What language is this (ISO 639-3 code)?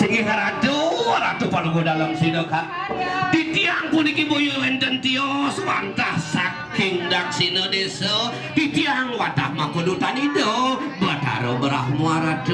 ban